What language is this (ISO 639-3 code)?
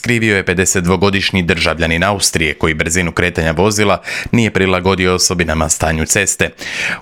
hrv